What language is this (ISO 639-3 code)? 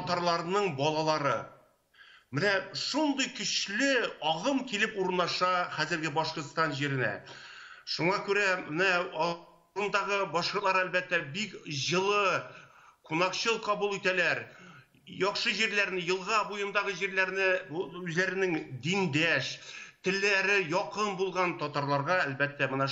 tat